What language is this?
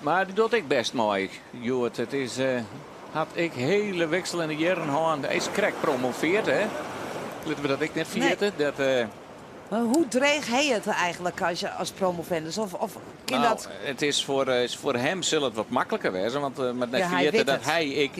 Western Frisian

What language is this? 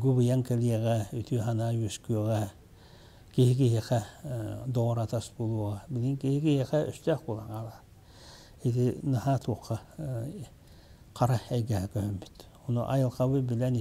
Yakut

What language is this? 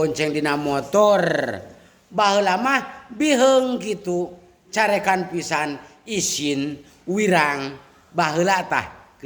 Sundanese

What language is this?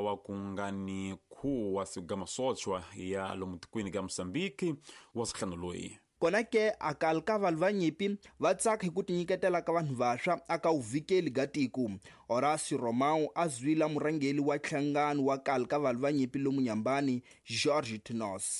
Tsonga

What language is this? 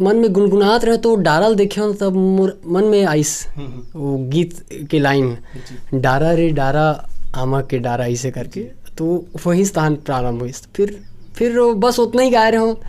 Chhattisgarhi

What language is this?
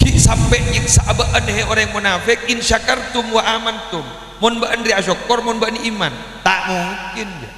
Madurese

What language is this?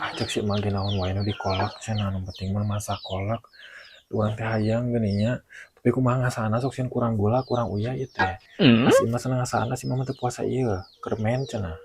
Sundanese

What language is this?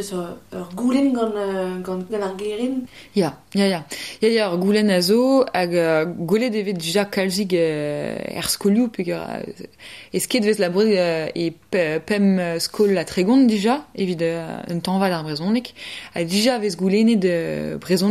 Breton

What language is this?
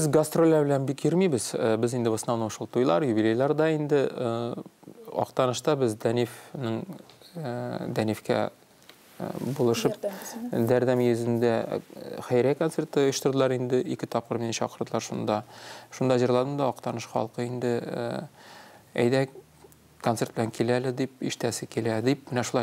Tatar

